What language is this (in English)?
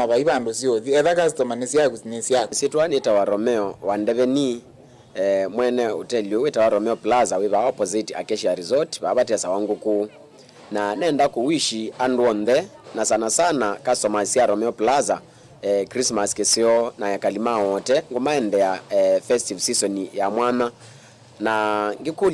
Kamba